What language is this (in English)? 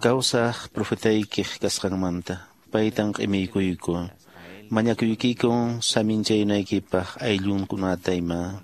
Quechua